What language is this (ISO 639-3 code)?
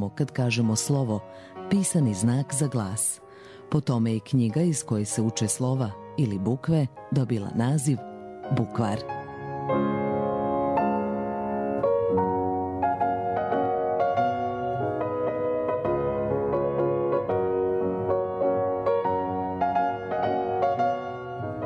srp